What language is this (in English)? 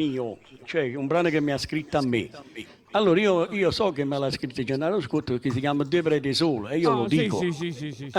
Neapolitan